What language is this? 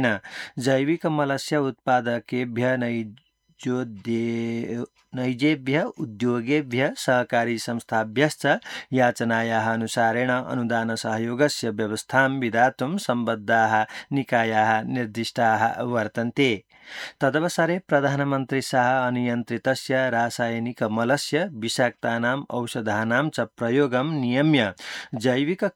Sanskrit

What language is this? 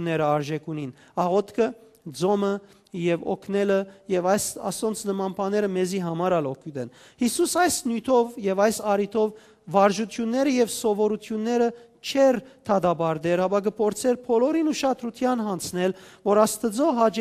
Western Armenian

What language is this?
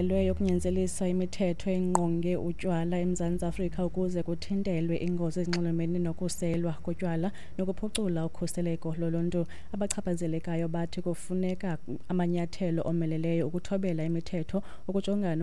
Xhosa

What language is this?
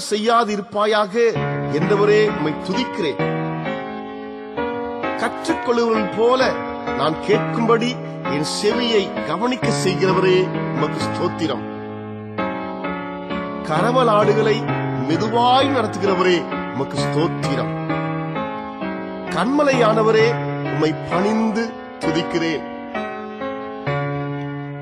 Tamil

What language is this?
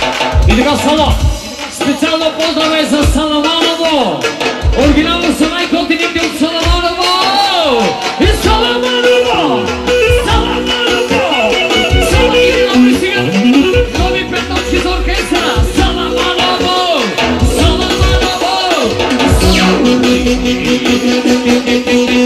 Bulgarian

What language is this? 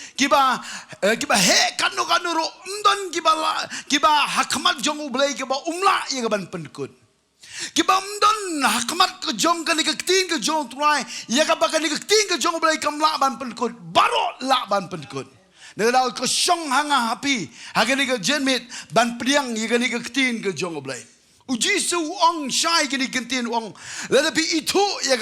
Khasi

